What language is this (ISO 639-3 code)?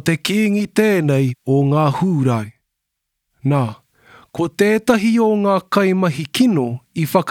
mri